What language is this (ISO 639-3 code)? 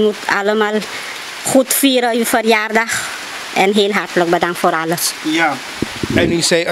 nld